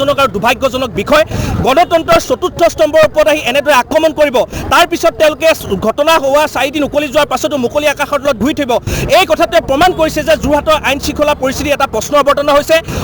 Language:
Assamese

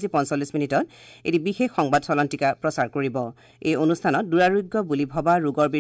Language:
Assamese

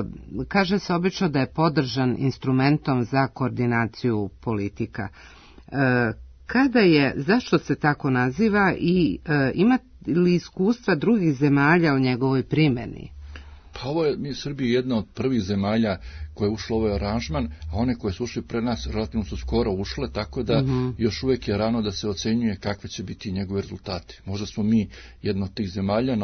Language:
Serbian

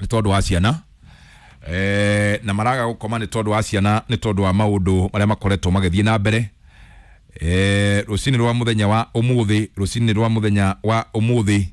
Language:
Kikuyu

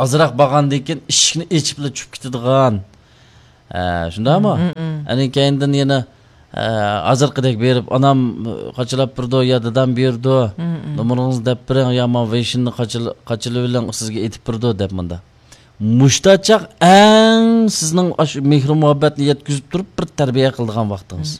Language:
Uyghur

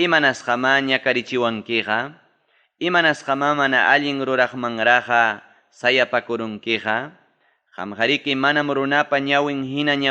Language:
Ayacucho Quechua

